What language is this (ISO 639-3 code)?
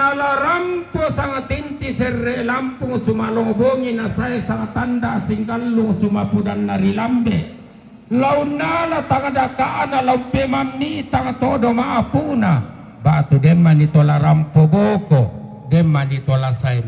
sda